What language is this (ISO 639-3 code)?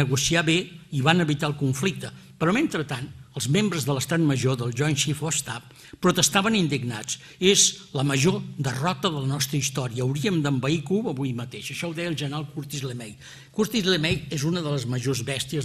cat